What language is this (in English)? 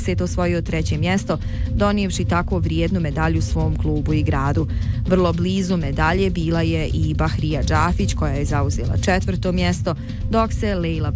Bosnian